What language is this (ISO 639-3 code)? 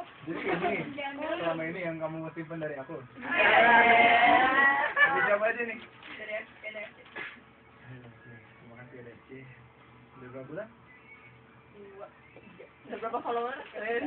ind